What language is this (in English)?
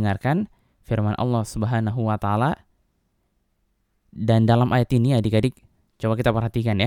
Indonesian